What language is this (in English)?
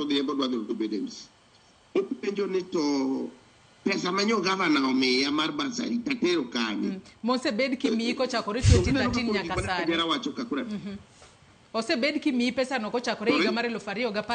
Luo (Kenya and Tanzania)